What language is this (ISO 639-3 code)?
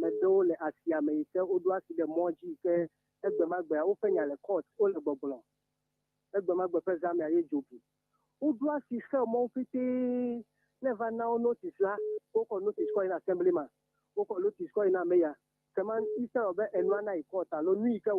ewe